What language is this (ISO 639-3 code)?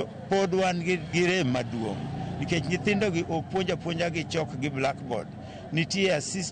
luo